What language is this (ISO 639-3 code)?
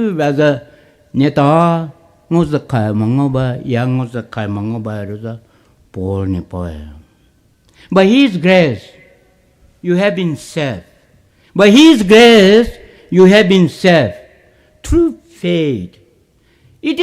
pmx